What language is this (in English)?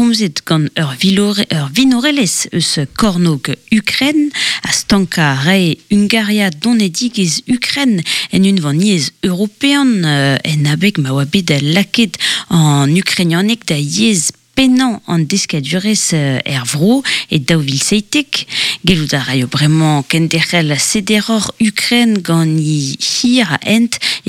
Breton